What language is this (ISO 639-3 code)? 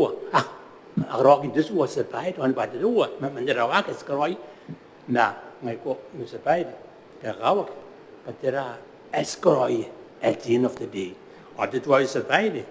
gil